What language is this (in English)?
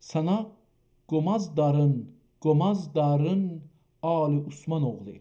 South Azerbaijani